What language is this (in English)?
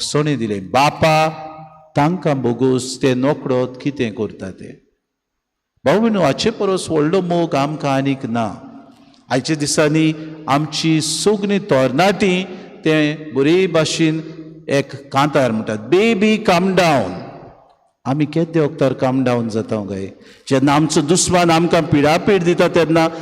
Konkani